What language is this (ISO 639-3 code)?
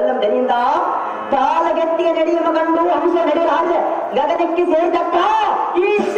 kan